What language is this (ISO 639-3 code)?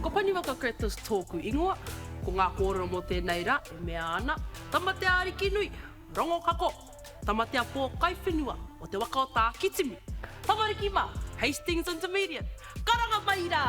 mri